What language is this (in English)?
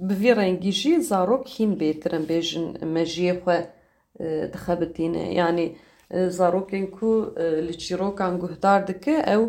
Kurdish